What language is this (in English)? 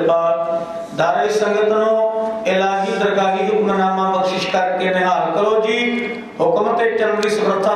Punjabi